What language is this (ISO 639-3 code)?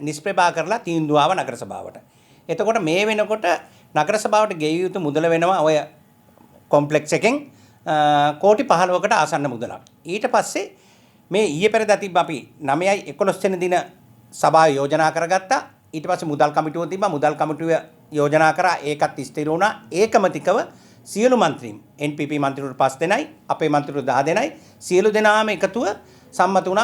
sin